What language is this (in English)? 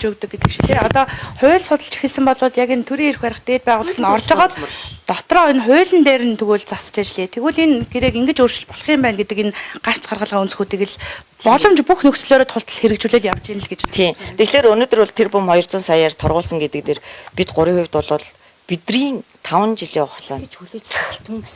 Mongolian